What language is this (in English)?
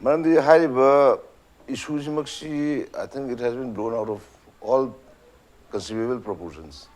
Manipuri